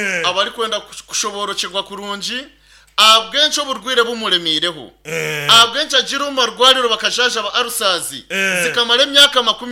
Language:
Nyankole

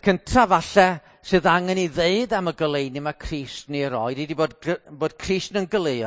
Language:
Welsh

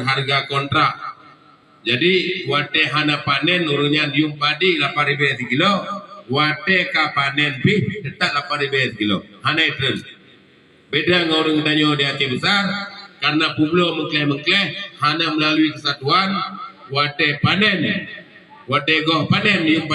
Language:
Achinese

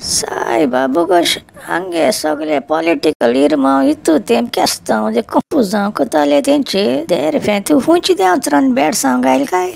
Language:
Konkani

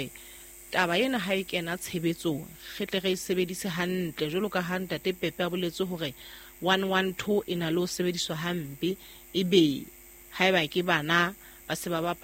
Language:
Southern Sotho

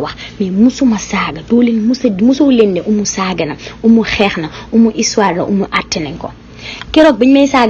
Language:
Wolof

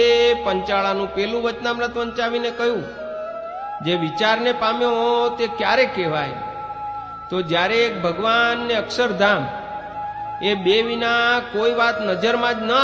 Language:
Gujarati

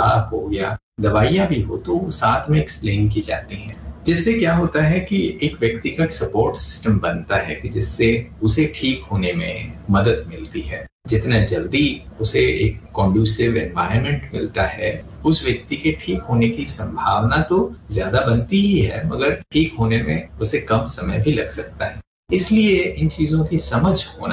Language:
Hindi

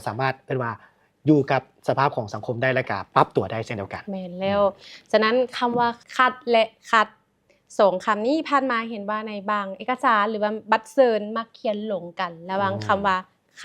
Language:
Lao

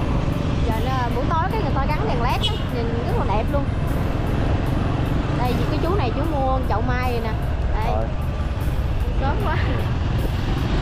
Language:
Vietnamese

